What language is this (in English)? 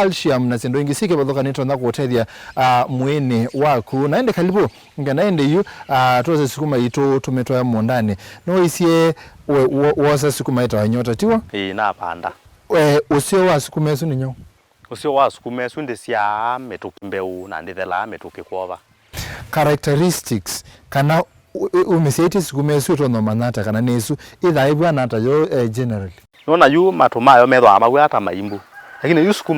Kamba